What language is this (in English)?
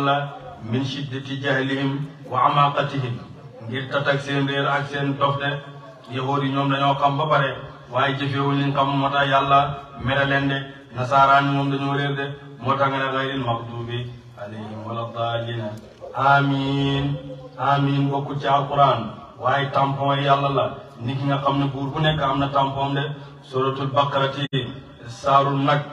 Wolof